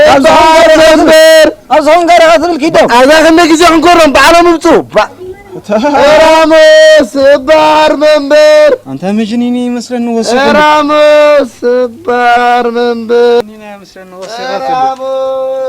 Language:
Tigrinya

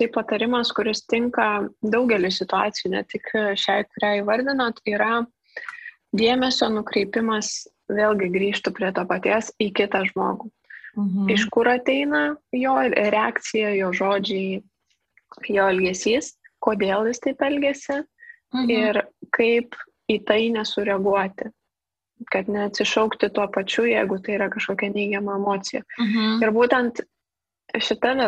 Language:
Lithuanian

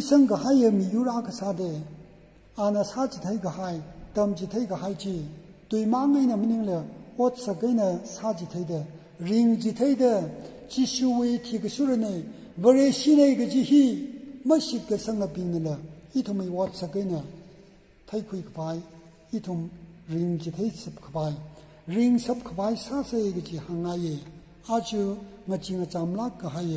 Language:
Tangkhul Naga (India)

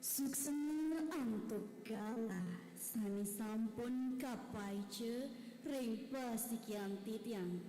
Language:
Balinese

